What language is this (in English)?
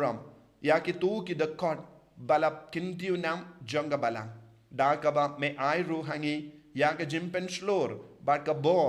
Khasi